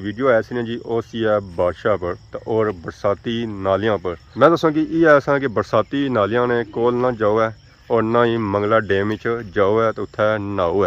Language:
Pahari-Potwari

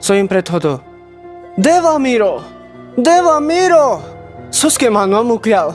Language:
Carpathian Romani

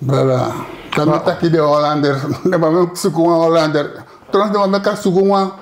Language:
Sranan Tongo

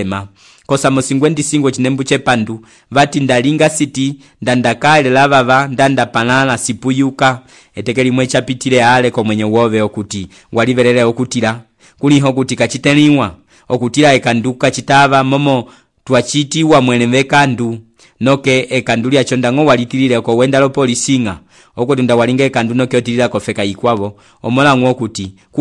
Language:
Umbundu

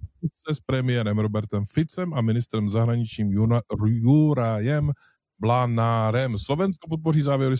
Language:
Czech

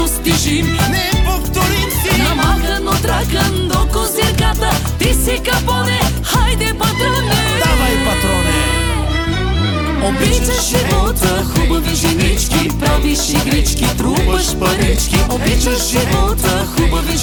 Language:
Bulgarian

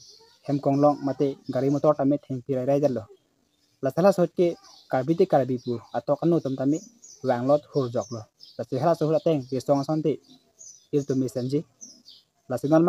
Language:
Karbi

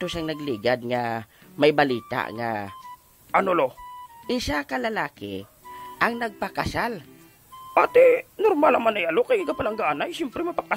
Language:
Hiligaynon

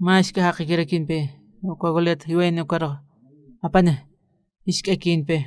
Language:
Aymara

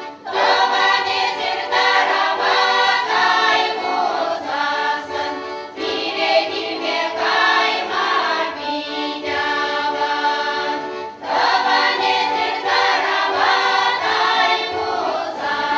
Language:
Chuvash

